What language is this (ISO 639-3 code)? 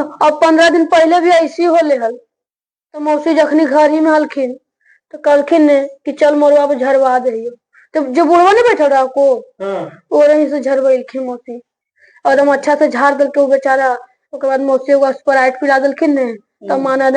mag